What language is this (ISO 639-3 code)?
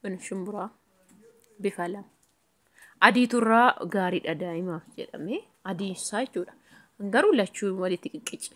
orm